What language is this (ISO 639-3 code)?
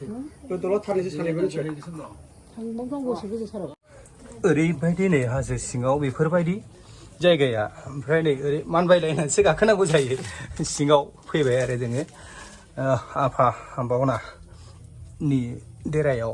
brx